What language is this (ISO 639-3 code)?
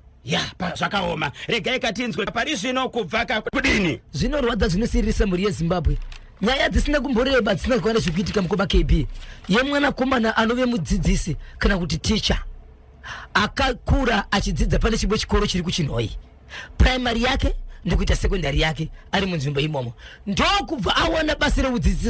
sna